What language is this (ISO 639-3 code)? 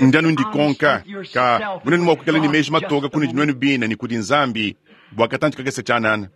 lua